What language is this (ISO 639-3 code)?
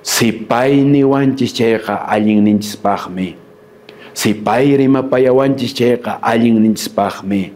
que